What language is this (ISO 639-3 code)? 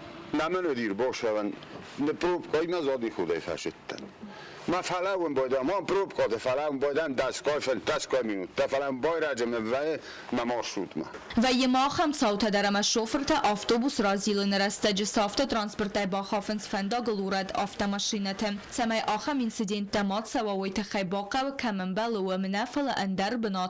oss